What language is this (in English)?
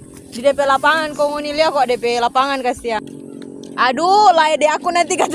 Manado Malay